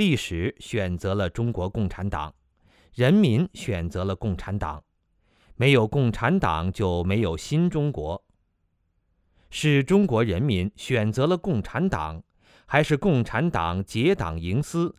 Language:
Chinese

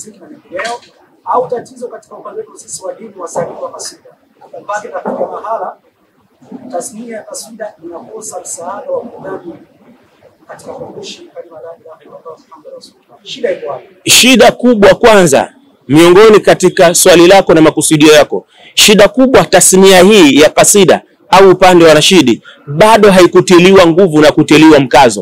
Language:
Swahili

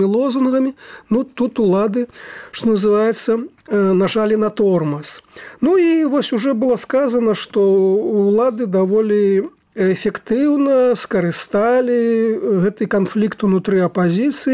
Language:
Belarusian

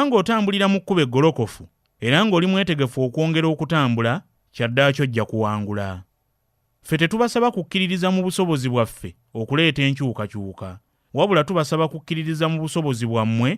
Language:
Ganda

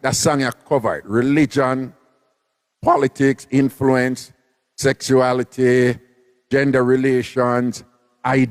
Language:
Jamaican Creole English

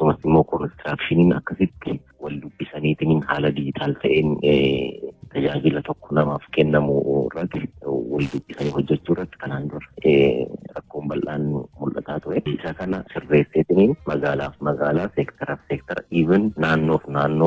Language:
Oromo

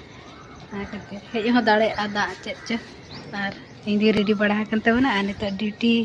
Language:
Santali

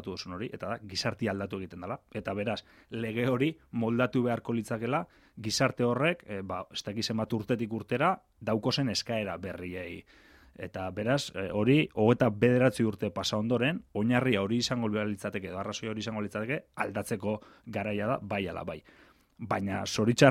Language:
Basque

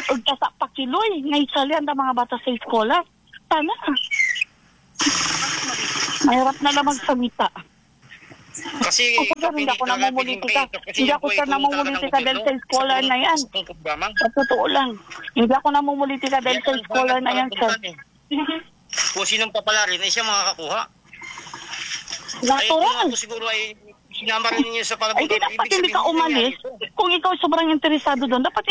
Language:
Filipino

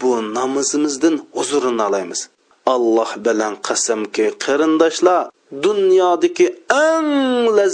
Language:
Uyghur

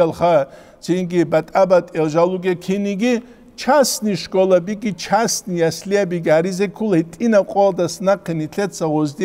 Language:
Avaric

